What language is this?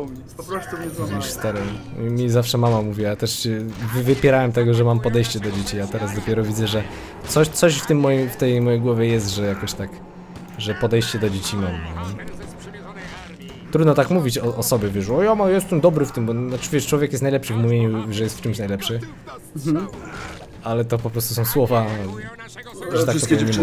Polish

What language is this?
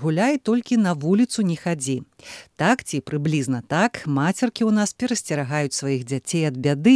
Belarusian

